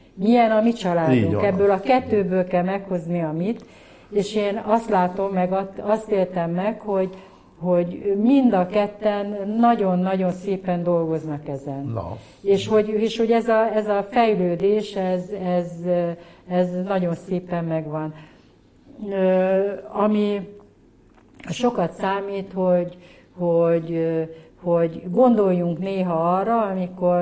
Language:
Hungarian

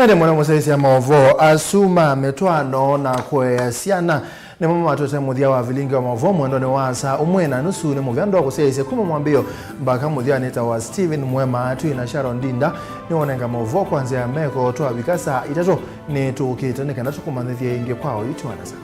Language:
Kamba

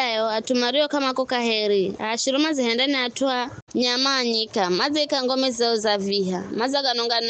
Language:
Giryama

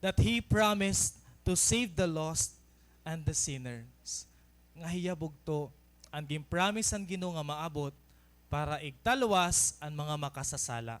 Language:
Waray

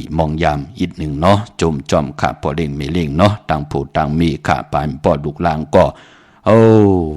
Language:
Shan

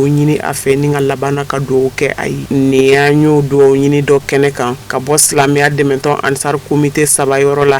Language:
Bambara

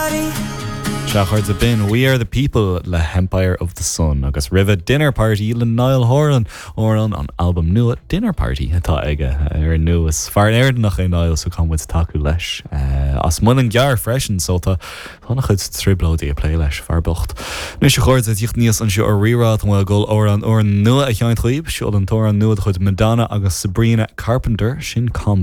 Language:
Irish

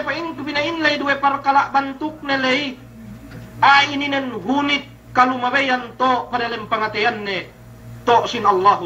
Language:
Yakan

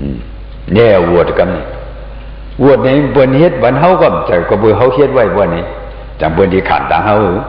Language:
Shan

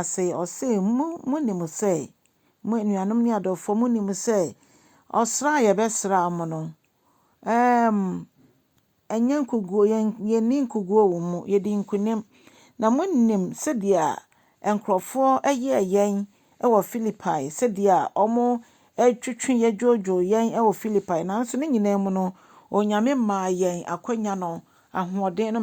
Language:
Akan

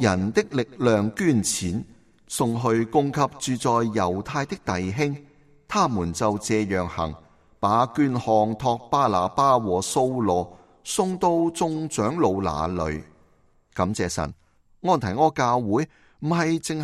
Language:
Cantonese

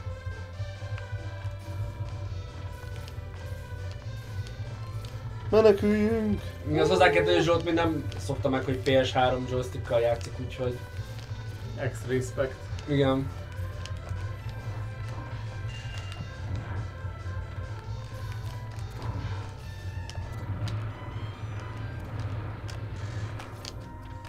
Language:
Hungarian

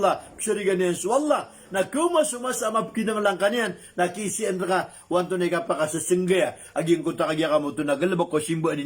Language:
Maranao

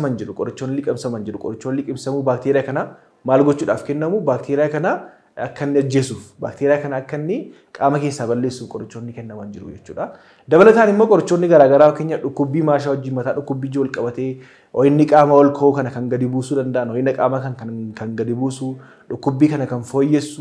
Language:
Oromo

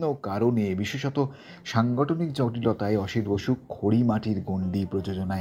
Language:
Bangla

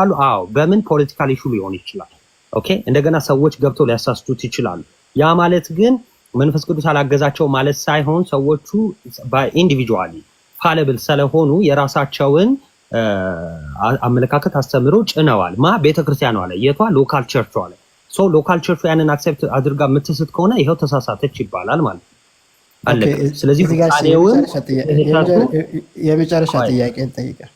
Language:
Amharic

